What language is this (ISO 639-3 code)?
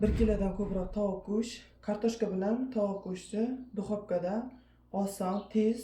uzb